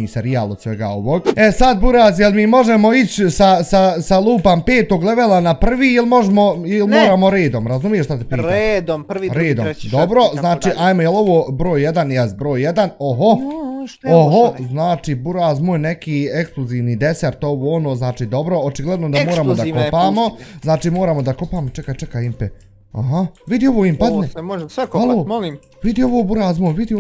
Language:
Bosnian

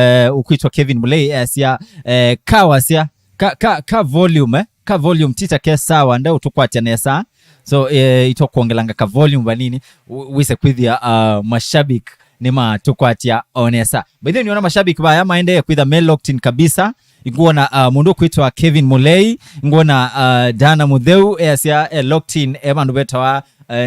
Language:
Kamba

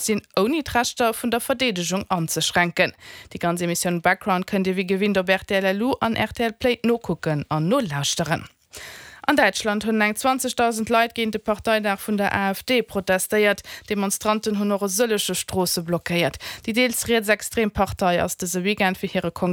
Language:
Luxembourgish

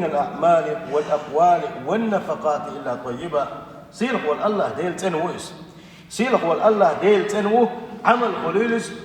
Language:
Chechen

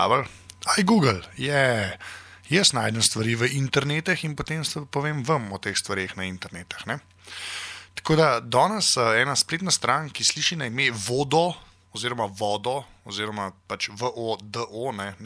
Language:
Slovenian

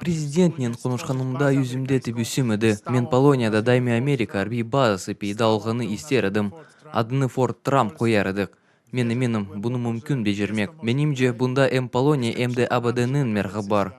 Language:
Crimean Tatar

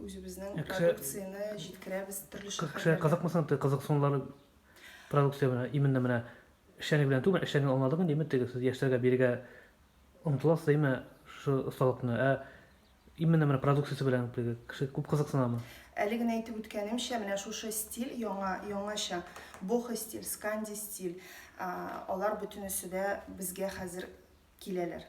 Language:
Tatar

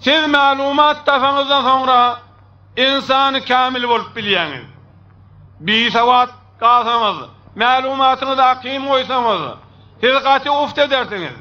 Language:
Turkmen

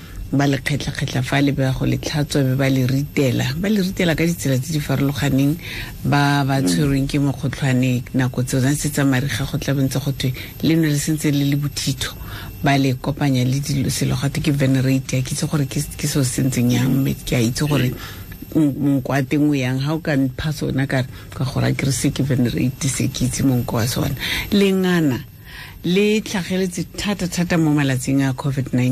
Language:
Tswana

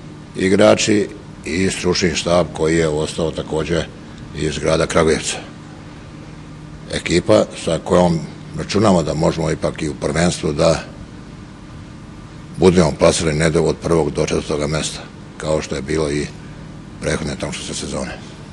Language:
Serbian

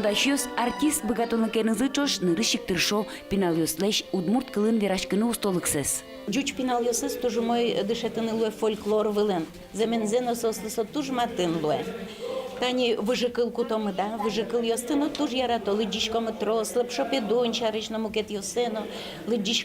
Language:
Udmurt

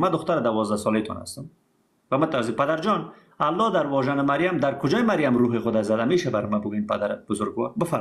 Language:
Persian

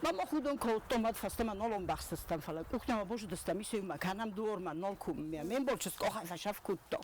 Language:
Ossetic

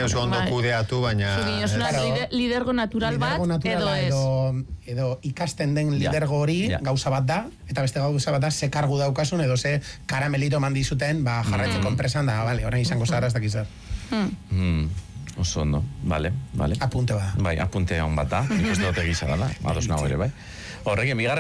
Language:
Basque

